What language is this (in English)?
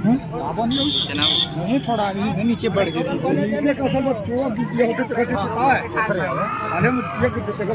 Chhattisgarhi